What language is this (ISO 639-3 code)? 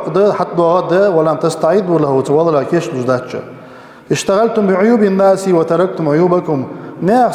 inh